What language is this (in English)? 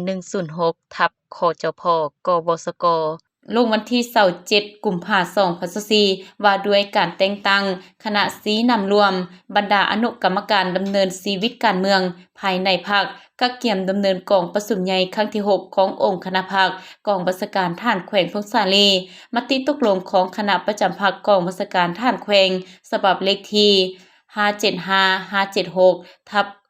Lao